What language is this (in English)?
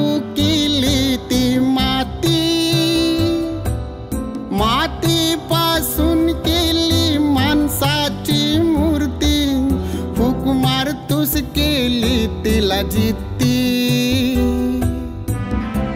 Marathi